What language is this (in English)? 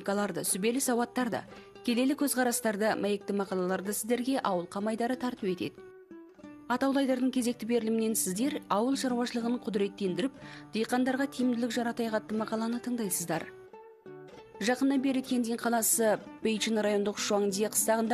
Kazakh